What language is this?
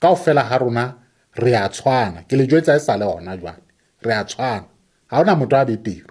Southern Sotho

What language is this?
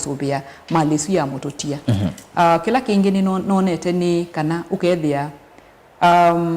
Kamba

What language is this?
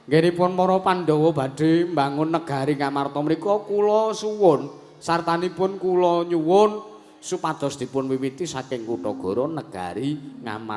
Javanese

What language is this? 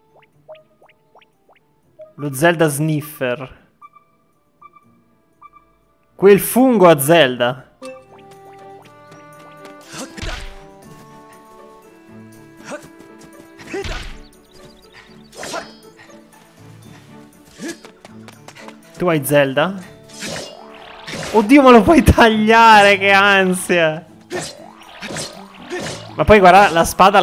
Italian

